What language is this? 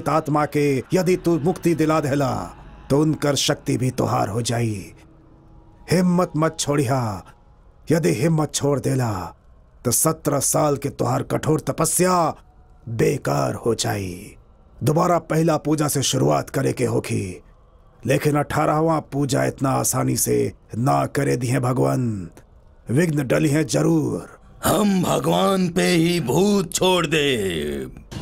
Bhojpuri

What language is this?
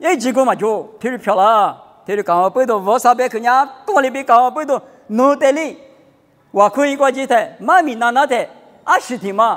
Lisu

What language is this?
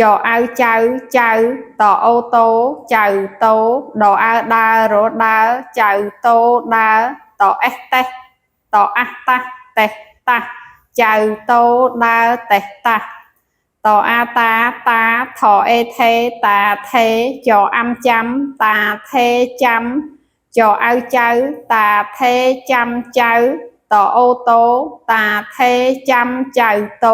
Khmer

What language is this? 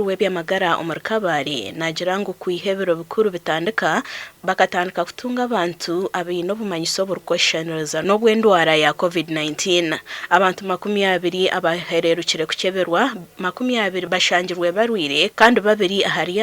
Nyankole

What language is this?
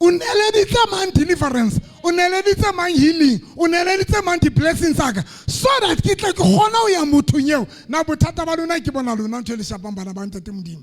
Southern Sotho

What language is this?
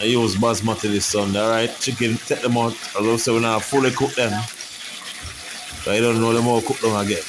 Jamaican Creole English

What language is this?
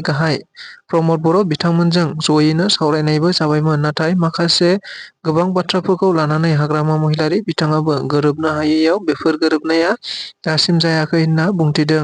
Bodo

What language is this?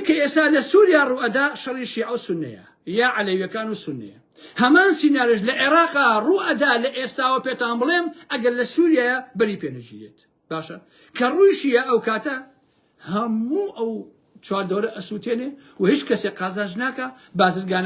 Central Kurdish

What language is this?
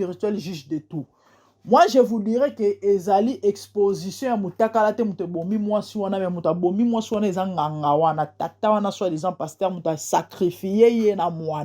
Lingala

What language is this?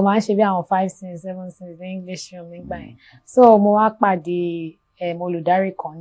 Yoruba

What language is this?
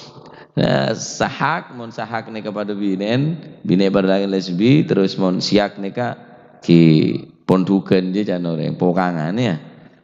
Madurese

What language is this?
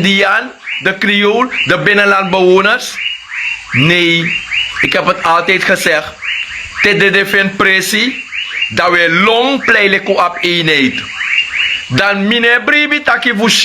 Sranan Tongo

